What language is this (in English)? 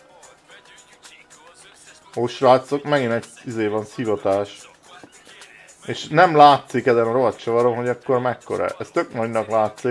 Hungarian